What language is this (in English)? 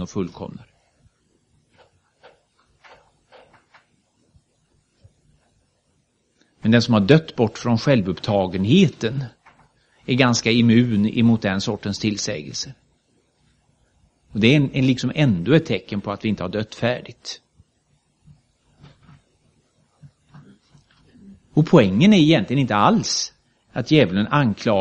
Swedish